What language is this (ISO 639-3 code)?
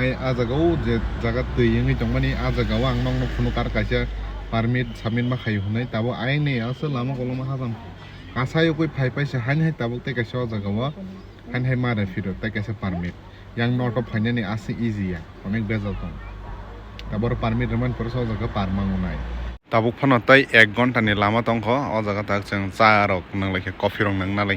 trp